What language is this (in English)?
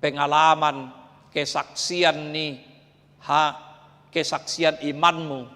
Batak Toba